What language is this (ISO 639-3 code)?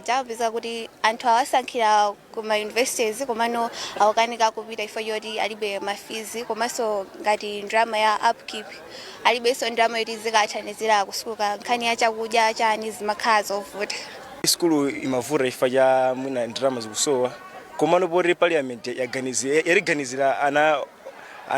nya